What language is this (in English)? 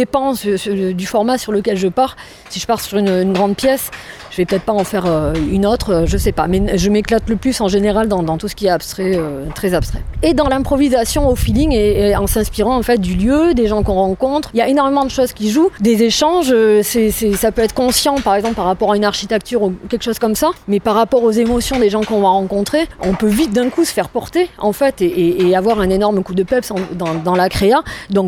French